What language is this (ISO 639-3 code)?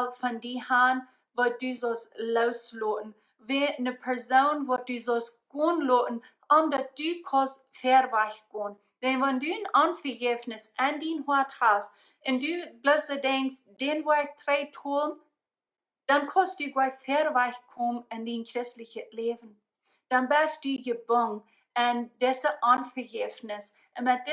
pdt